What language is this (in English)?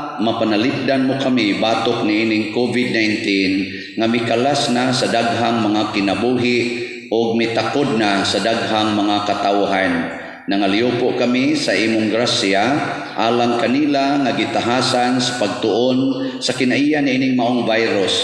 Cebuano